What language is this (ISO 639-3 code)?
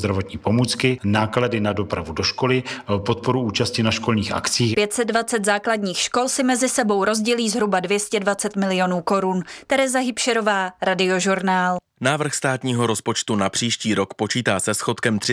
ces